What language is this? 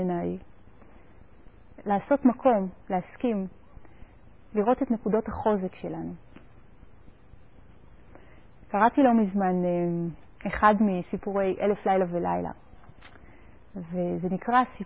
Hebrew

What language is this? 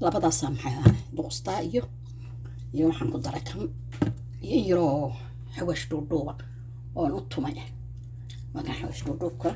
Somali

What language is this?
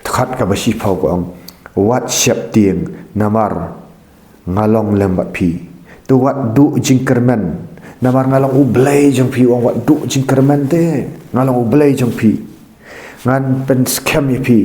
Khasi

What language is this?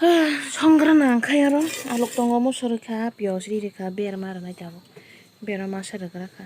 Kok Borok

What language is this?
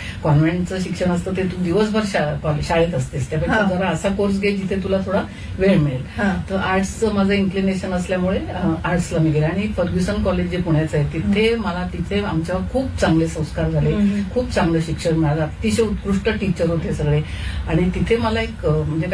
Marathi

